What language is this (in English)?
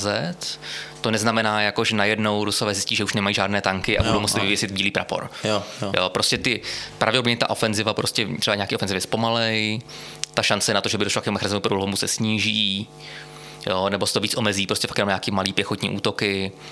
Czech